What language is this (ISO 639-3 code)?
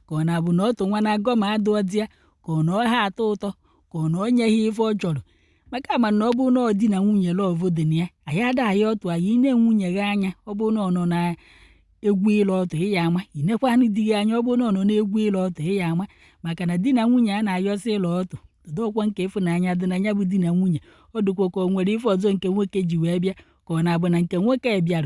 ibo